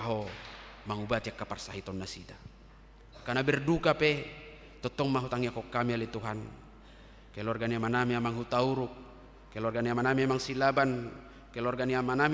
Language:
Batak Toba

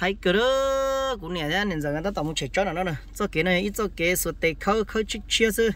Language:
Hmong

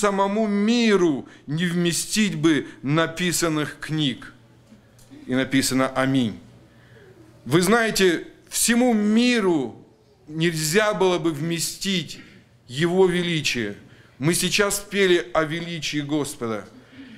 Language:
Russian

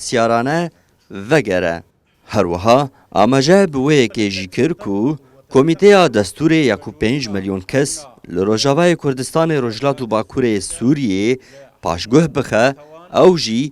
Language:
Kurdish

